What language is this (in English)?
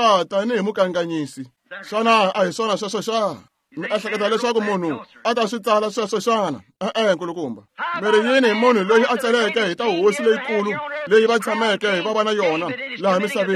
Tsonga